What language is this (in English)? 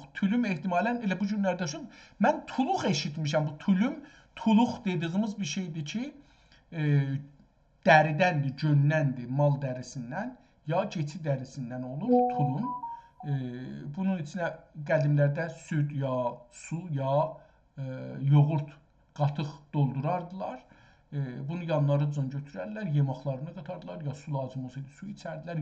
South Azerbaijani